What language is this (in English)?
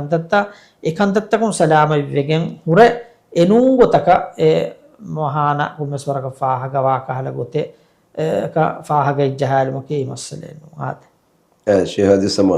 Divehi